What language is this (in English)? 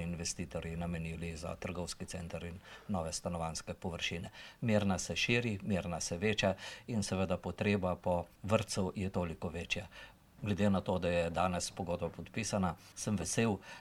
Slovenian